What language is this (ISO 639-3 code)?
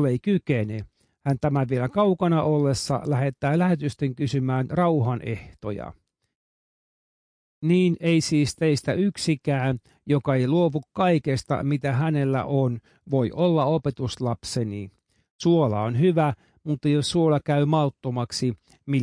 fin